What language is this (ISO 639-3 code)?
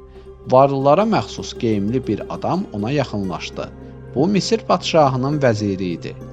aze